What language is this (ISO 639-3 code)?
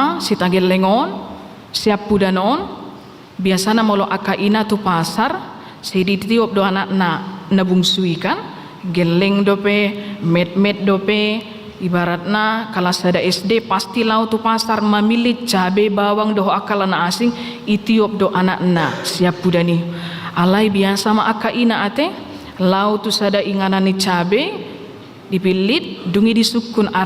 bbc